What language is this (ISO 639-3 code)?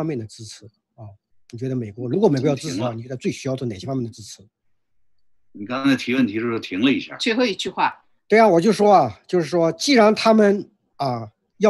zho